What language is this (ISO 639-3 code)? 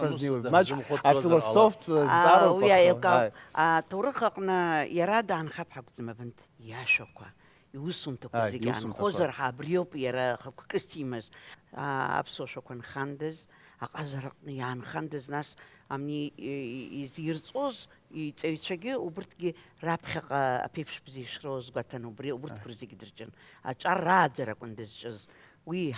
abk